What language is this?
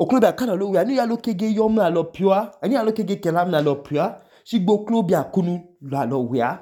Idoma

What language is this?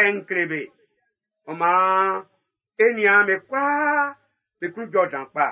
Baoulé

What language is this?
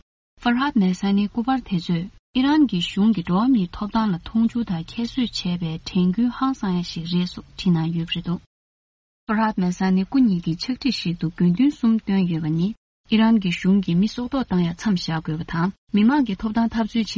Tibetan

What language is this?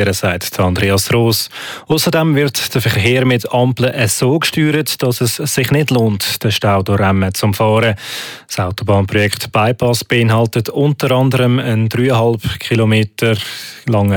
German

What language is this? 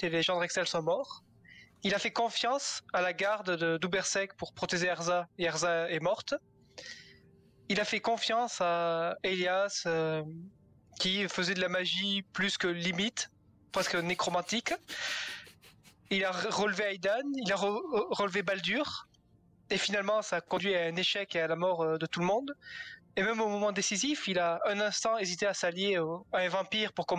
French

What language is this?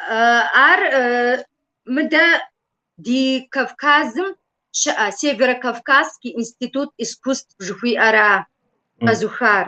Kabardian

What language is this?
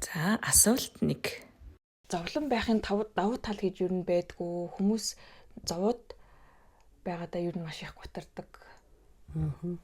Mongolian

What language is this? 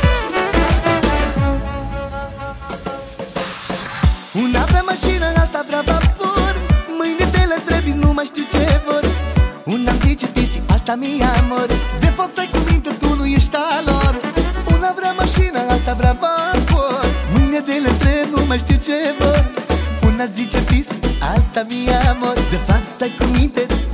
Romanian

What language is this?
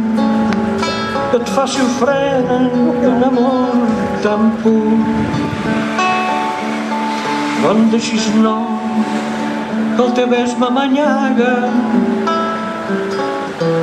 Catalan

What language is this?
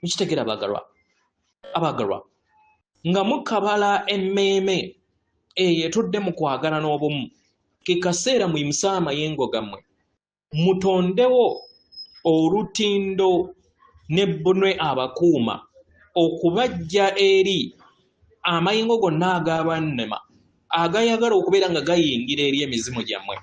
Ganda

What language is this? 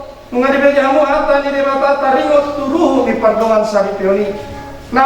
Batak Toba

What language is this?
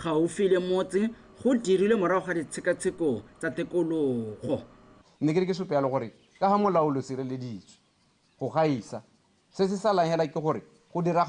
Tswana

